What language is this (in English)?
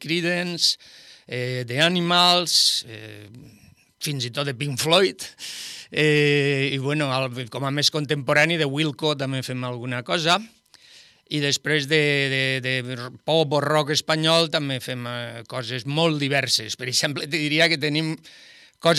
Catalan